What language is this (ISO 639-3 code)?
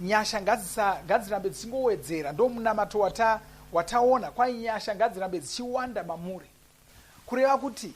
sna